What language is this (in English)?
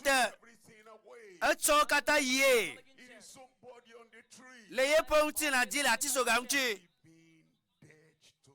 Ewe